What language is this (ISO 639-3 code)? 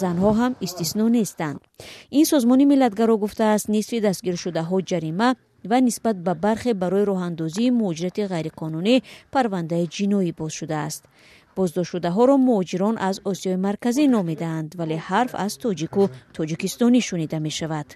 tgk